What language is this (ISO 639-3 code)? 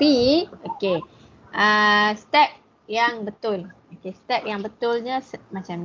msa